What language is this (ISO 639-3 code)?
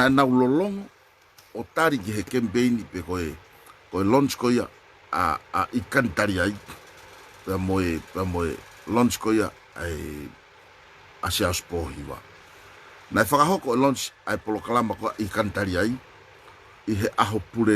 ton